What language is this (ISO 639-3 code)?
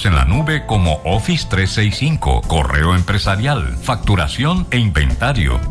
spa